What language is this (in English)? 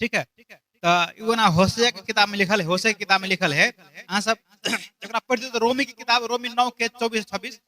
Maithili